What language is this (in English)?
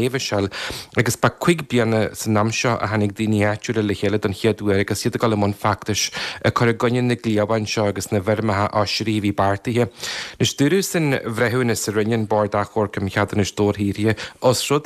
Irish